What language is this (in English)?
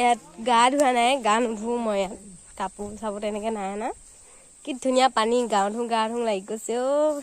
Assamese